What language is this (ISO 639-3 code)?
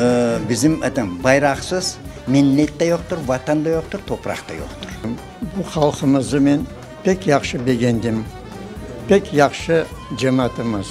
crh